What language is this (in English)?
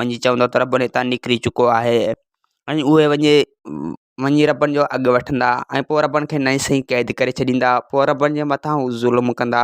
Sindhi